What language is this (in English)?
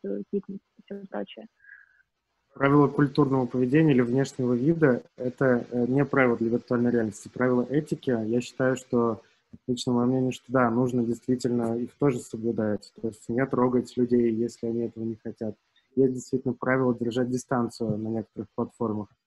Russian